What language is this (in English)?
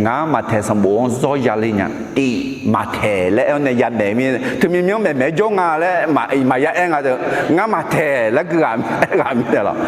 Akha